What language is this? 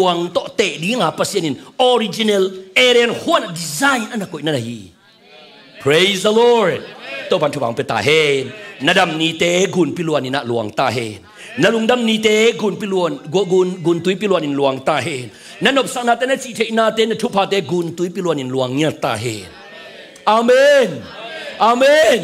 Tedim Chin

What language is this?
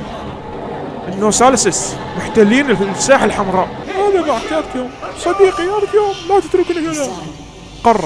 Mesopotamian Arabic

